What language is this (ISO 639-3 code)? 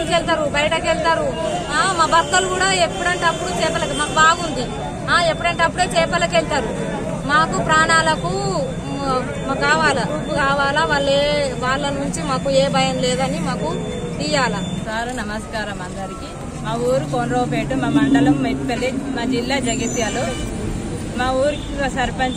tel